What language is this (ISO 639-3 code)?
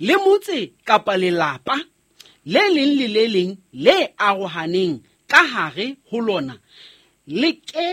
sot